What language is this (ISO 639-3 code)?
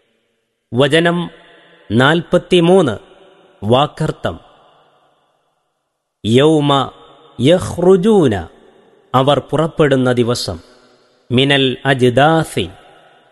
mal